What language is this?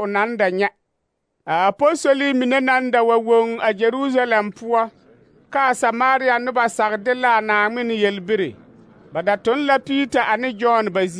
Southern Dagaare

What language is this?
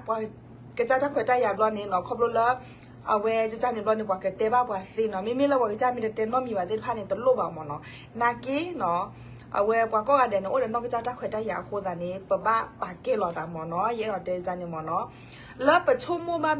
S'gaw Karen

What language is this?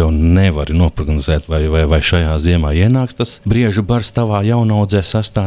Latvian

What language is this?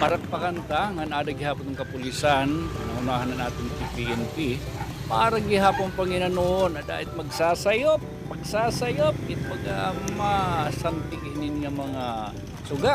Waray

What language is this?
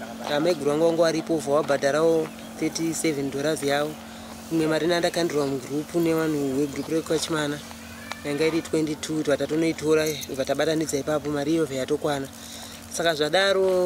Shona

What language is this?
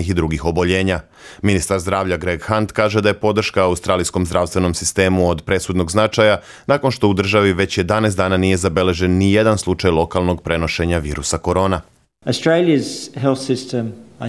Bosnian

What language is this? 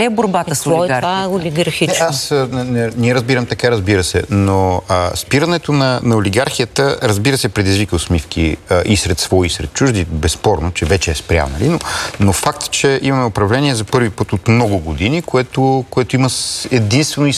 Bulgarian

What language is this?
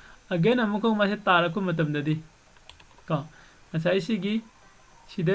Manipuri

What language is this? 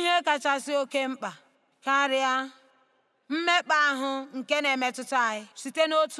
Igbo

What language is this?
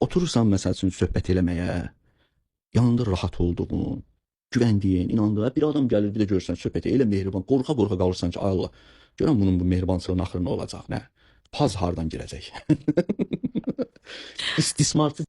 Azerbaijani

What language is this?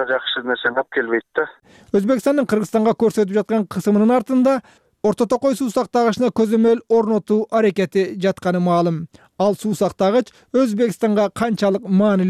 Kyrgyz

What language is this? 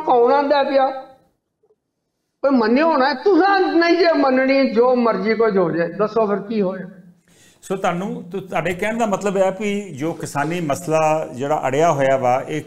Punjabi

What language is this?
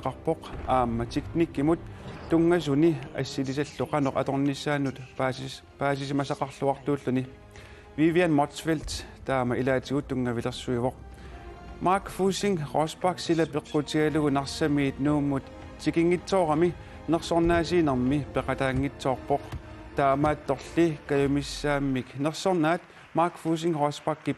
Kalaallisut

